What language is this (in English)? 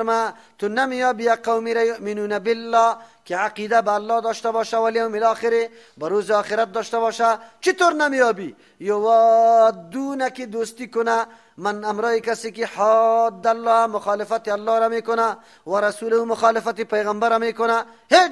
Persian